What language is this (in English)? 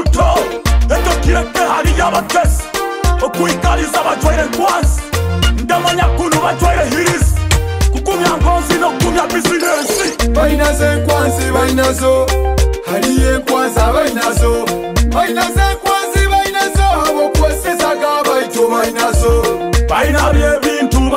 Nyoro